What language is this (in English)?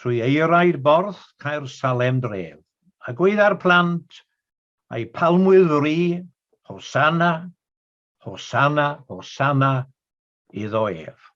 Welsh